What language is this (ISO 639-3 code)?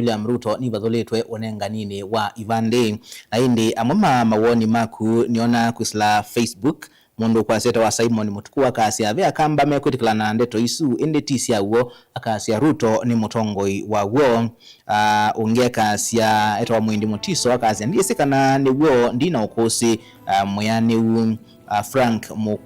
kam